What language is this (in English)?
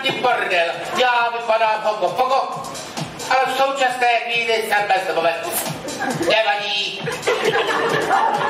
Czech